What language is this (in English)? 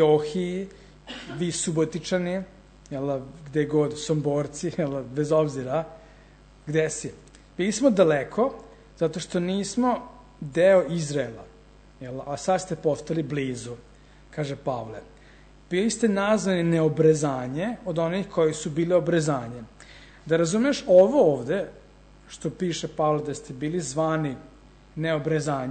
Serbian